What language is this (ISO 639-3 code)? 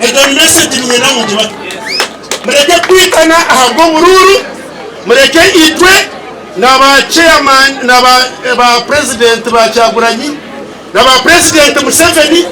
nyn